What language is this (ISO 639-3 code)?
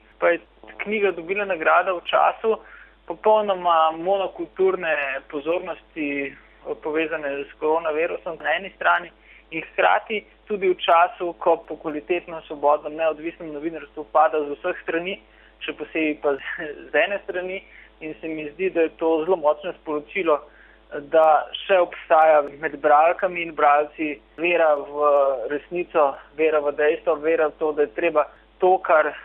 slv